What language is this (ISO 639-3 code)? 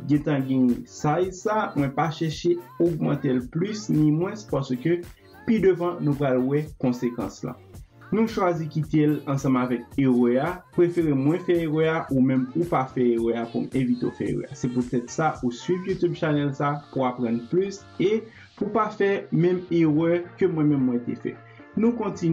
hat